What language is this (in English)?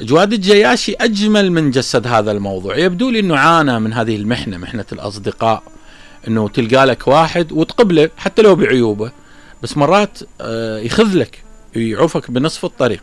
Mesopotamian Arabic